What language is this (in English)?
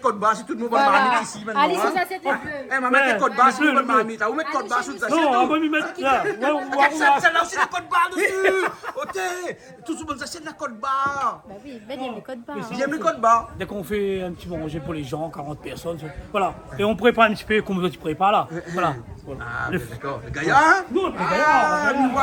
Réunion Creole French